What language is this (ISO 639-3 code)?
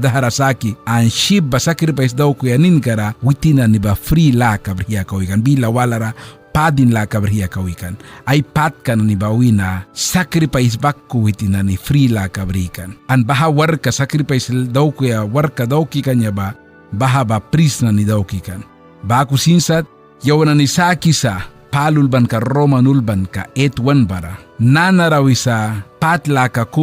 miq